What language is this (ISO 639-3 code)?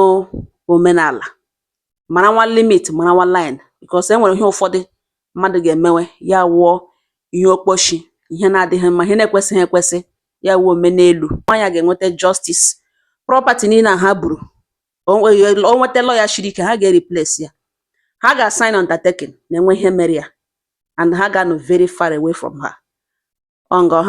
ibo